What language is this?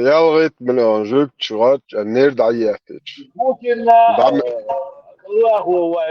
Chechen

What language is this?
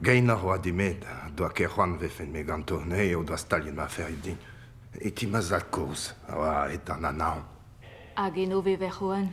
Breton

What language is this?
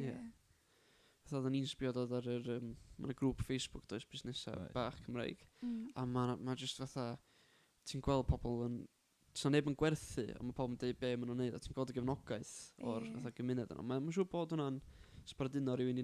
Welsh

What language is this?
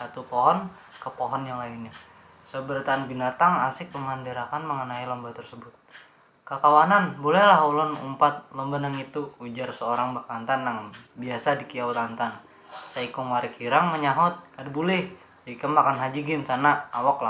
Banjar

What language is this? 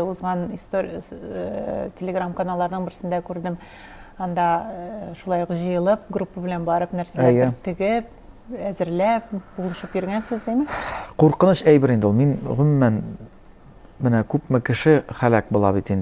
Tatar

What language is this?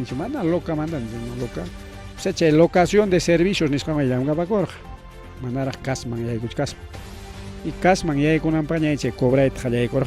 Ayacucho Quechua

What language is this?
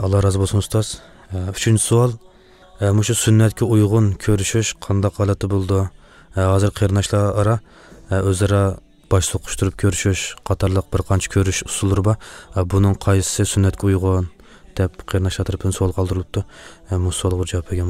Uyghur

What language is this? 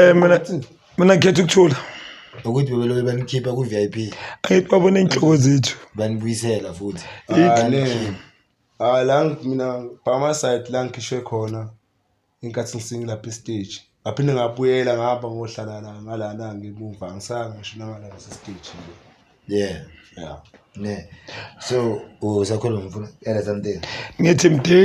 Zulu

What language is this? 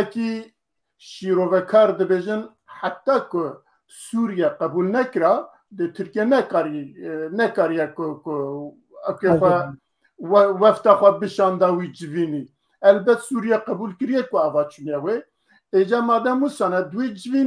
Kurdish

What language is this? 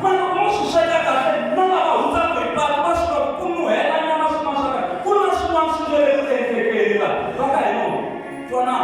Tsonga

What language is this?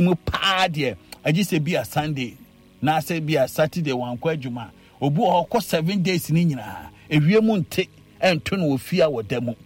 Akan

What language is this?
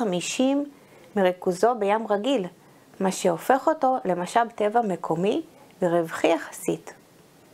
Hebrew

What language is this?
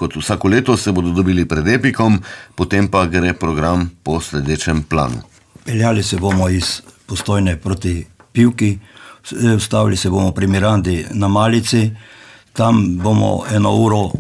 Slovenian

